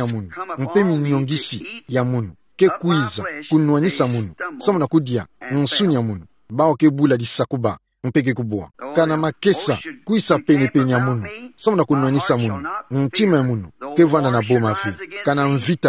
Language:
Kituba (Democratic Republic of Congo)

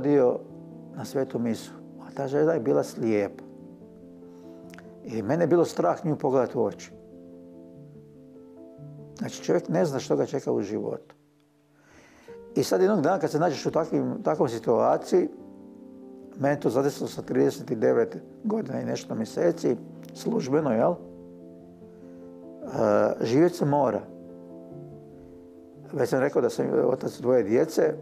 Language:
Croatian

